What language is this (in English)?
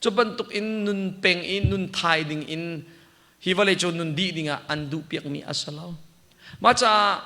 Hakha Chin